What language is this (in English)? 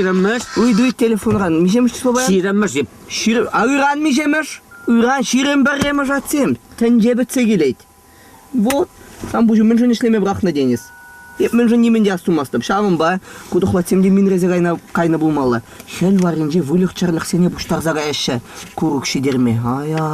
Chuvash